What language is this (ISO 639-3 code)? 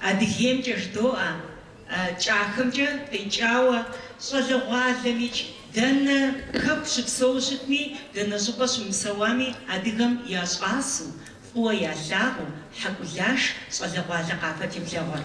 kbd